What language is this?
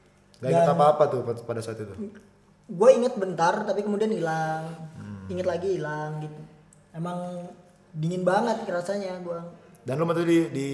Indonesian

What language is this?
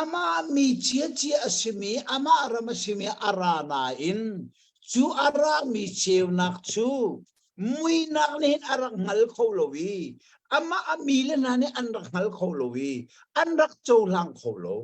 Hakha Chin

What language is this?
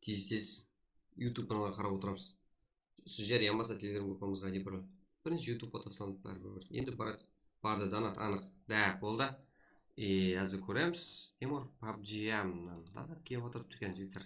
Kara-Kalpak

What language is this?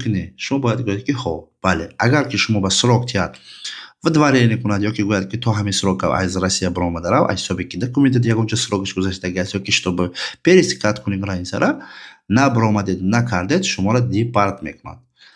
Tajik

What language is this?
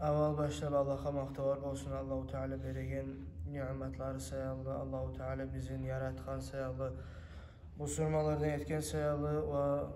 Kumyk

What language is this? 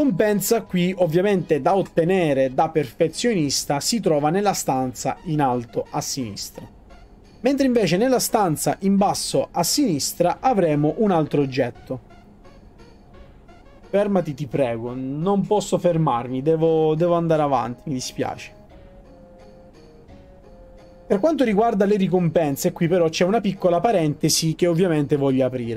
Italian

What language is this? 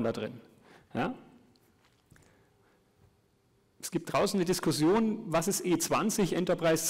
German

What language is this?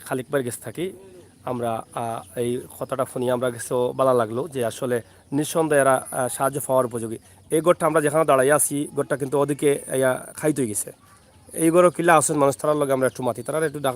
Sylheti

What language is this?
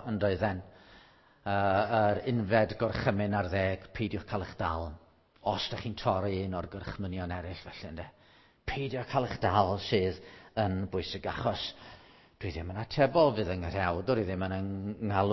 Welsh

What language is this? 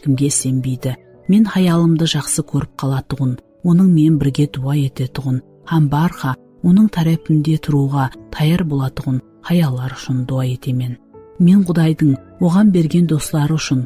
Kara-Kalpak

